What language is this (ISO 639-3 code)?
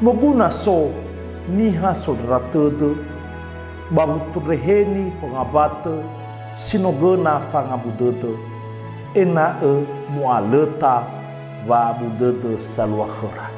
nia